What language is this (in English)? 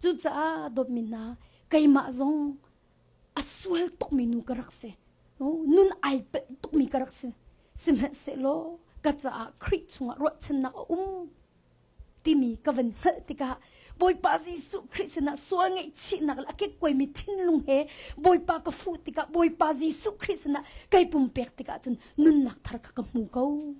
Hakha Chin